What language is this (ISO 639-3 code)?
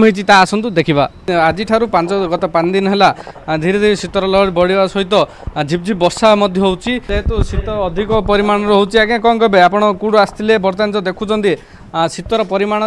ori